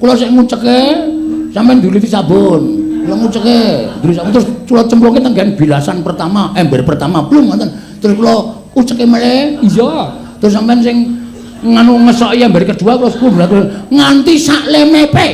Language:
Javanese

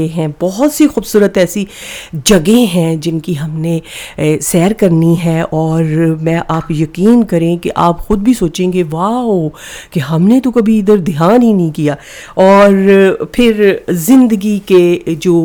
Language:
Urdu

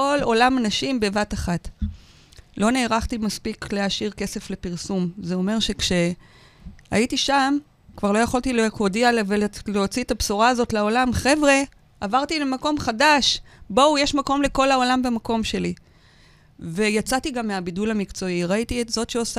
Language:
Hebrew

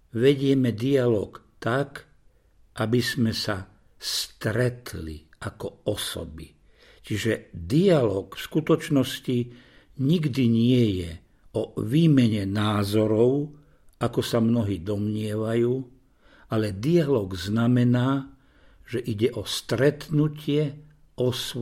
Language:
Slovak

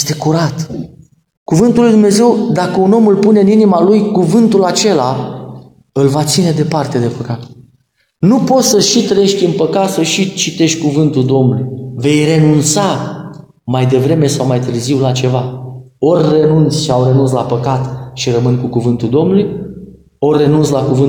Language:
Romanian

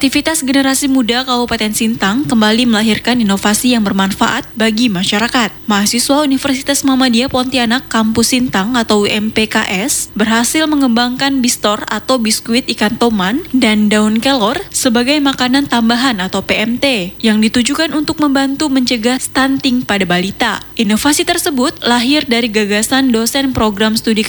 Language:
Indonesian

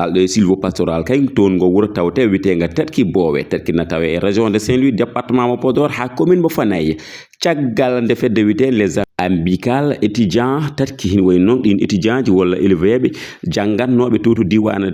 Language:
Fula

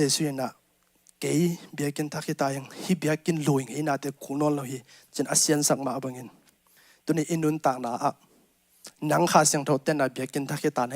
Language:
Tedim Chin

